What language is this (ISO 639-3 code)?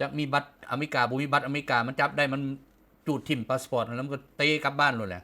lao